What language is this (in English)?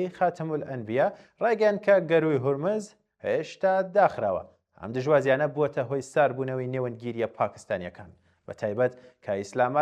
Central Kurdish